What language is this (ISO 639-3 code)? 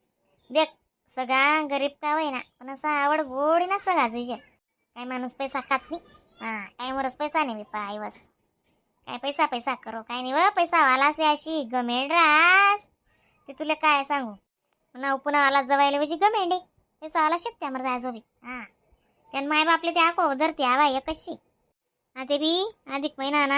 khn